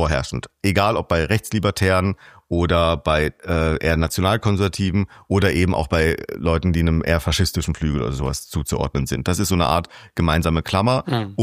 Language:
German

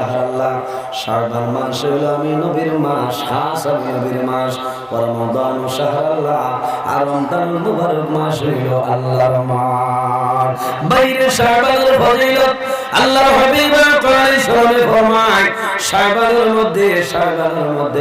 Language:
Sylheti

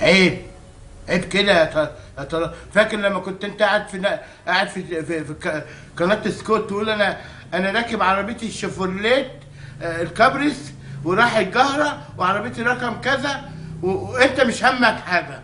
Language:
Egyptian Arabic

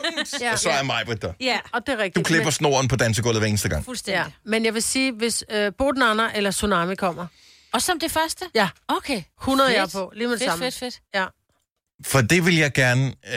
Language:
Danish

